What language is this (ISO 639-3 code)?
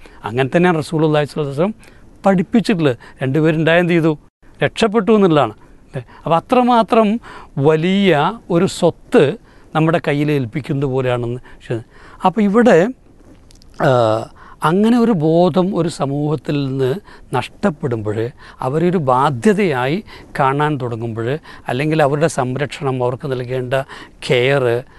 mal